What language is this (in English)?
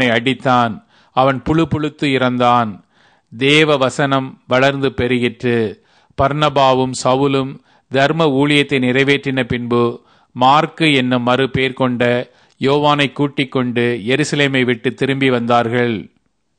Tamil